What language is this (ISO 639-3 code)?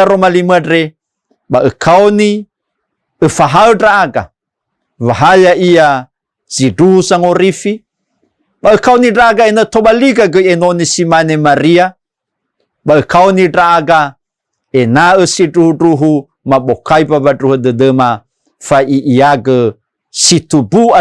nia